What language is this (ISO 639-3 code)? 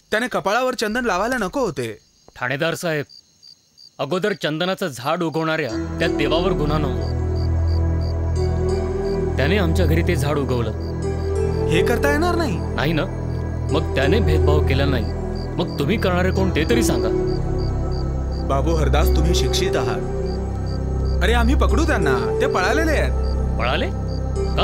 mar